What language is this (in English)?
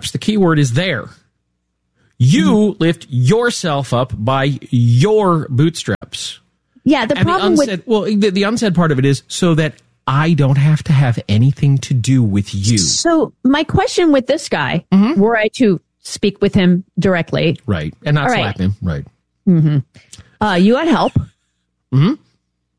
English